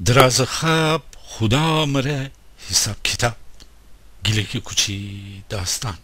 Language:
Gilaki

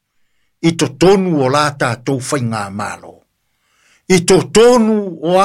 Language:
Samoan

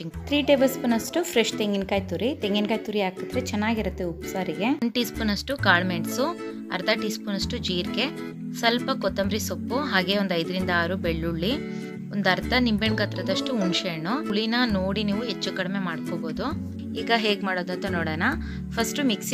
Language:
Kannada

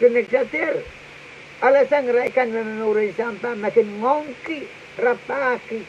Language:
Pohnpeian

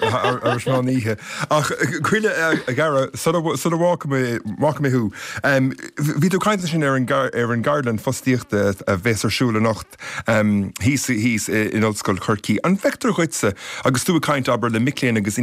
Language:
Irish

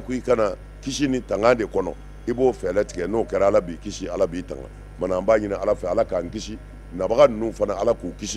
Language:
Bambara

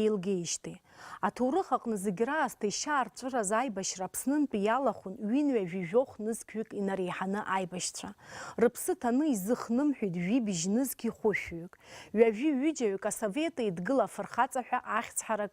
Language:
Abkhazian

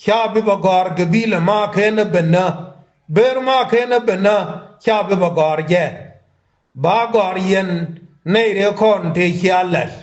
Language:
Nuer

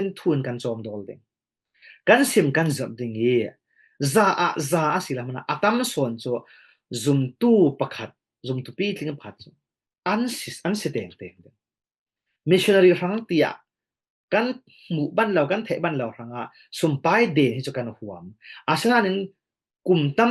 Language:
Falam Chin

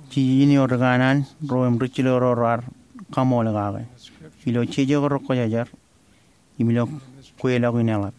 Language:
Marshallese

